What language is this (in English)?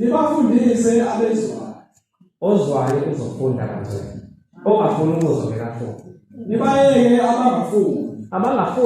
Zulu